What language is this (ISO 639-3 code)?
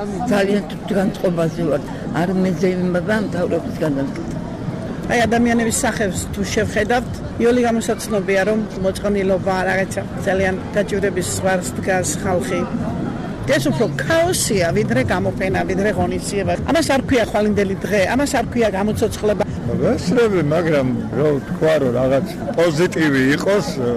kat